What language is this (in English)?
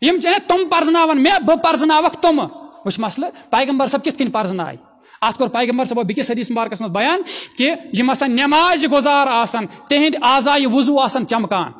Kashmiri